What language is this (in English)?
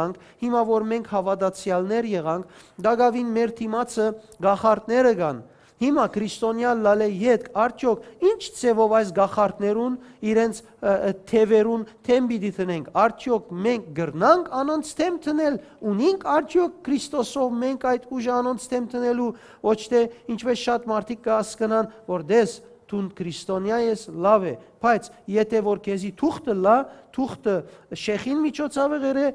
Western Armenian